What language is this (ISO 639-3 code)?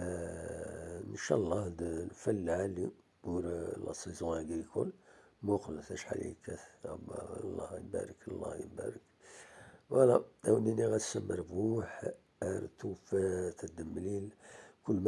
kab